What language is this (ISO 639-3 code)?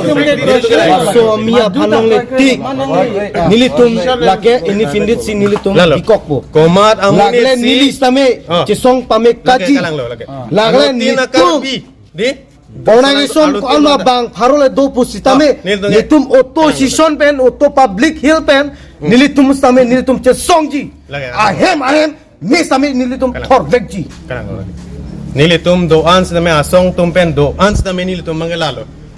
mjw